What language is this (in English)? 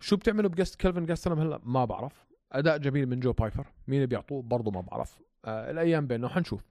North Levantine Arabic